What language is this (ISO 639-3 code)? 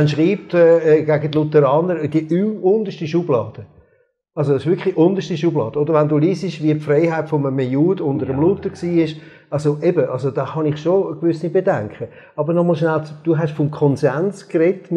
gsw